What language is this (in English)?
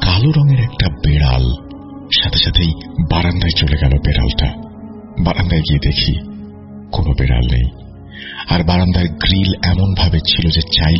Bangla